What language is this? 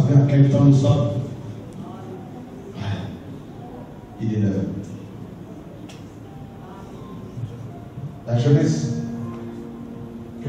French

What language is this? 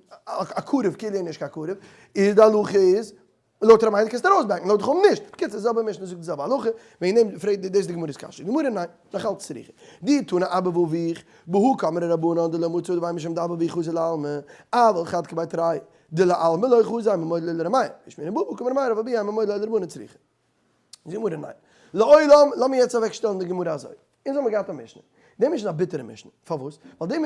Yiddish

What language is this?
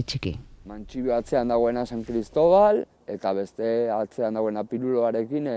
Basque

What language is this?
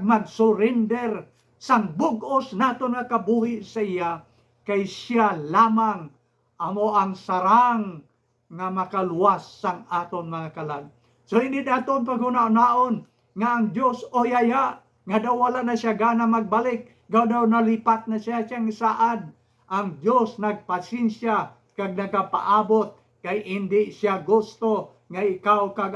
Hiligaynon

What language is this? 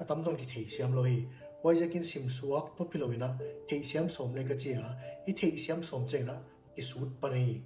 Paite Chin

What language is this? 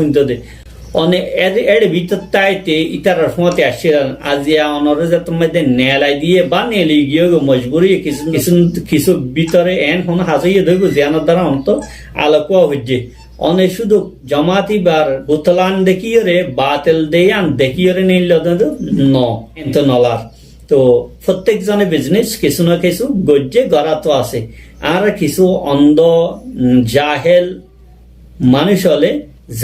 Rohingya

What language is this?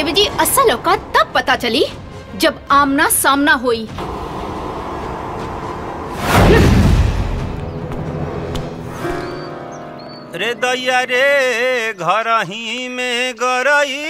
Bhojpuri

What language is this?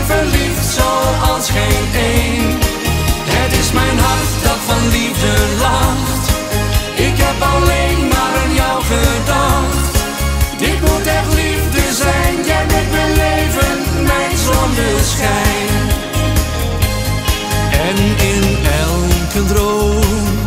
Dutch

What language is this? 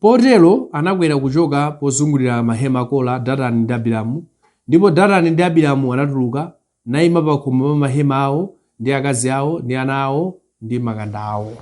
Nyanja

